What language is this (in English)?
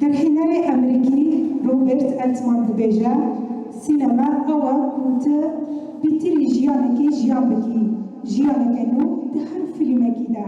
Kurdish